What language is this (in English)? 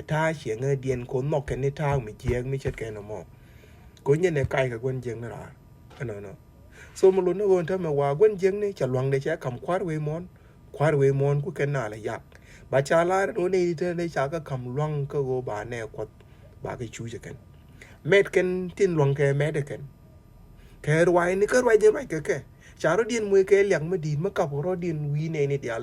Nuer